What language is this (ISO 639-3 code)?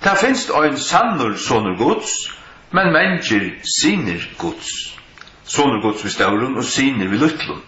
fao